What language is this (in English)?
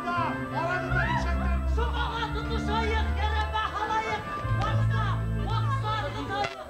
Bashkir